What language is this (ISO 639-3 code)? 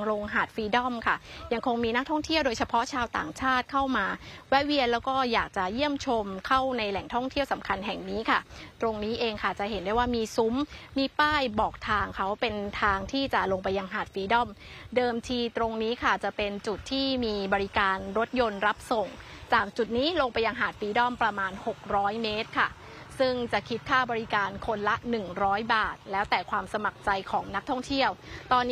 tha